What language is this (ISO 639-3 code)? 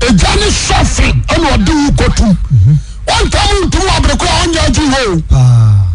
aka